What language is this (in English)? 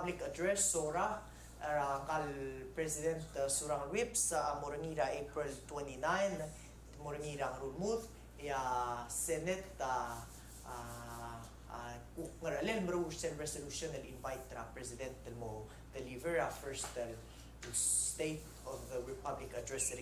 Palauan